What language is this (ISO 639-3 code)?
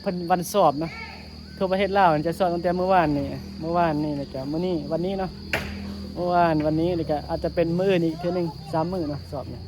tts